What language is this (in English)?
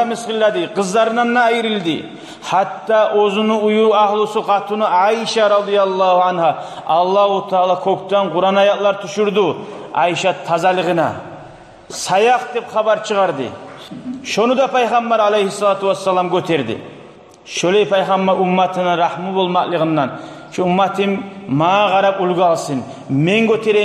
Kumyk